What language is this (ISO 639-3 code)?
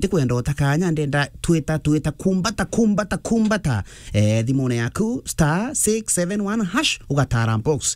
mer